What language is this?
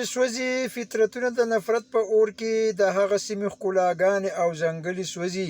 Pashto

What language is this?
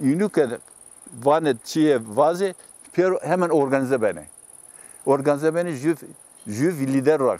Zaza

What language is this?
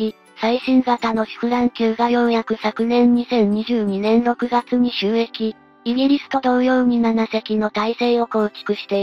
Japanese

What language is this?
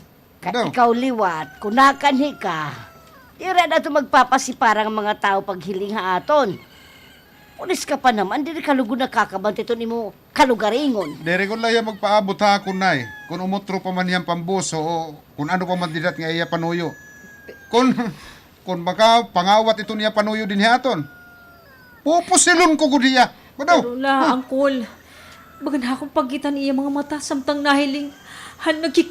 Waray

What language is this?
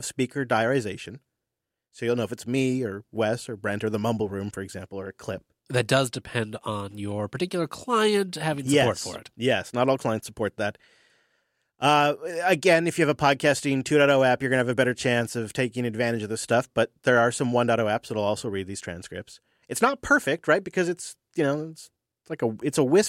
English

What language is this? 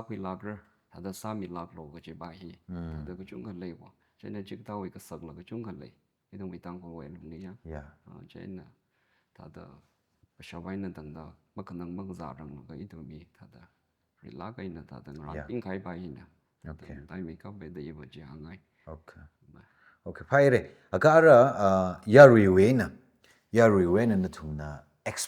Tangkhul Naga (India)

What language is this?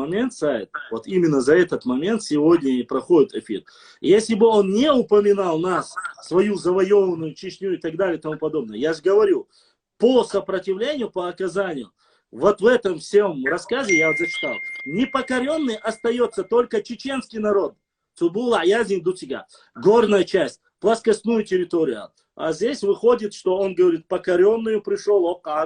Chechen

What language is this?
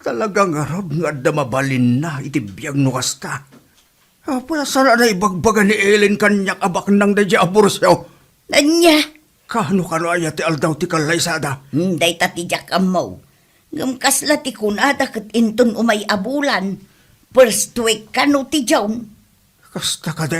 Iloko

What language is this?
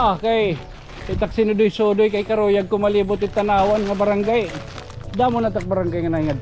Waray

